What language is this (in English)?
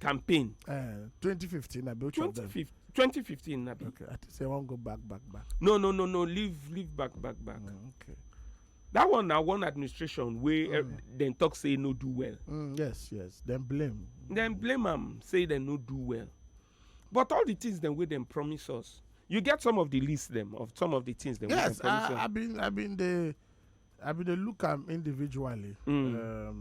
Nigerian Pidgin